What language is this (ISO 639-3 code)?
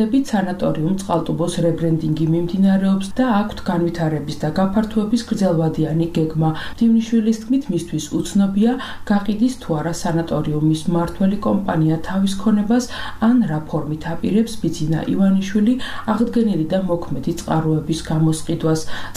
kat